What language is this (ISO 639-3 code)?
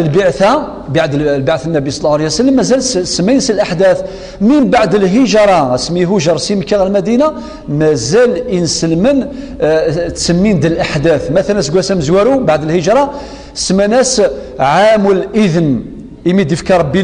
kab